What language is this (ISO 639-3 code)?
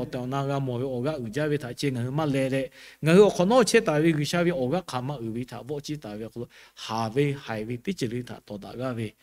lhu